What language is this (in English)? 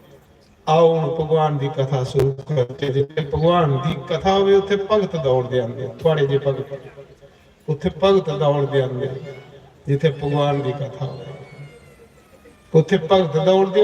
Dogri